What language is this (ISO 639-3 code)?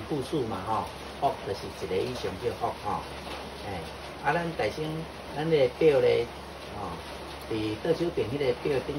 nan